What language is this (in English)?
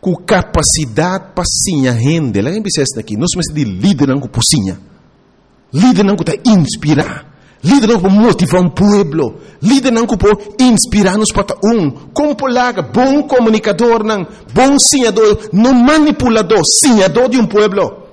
Papiamento